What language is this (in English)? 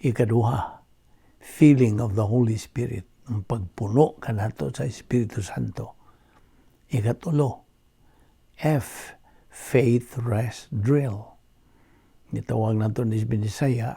Cebuano